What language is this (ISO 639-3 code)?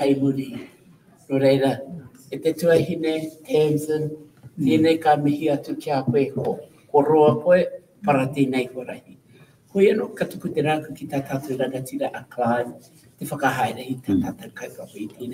mri